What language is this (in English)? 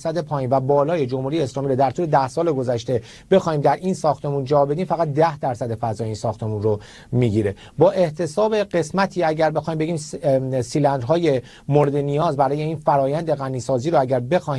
Persian